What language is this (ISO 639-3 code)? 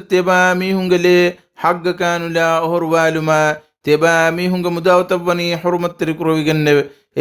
div